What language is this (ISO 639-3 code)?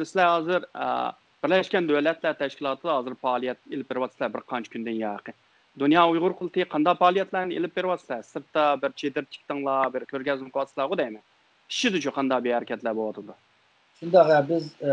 uig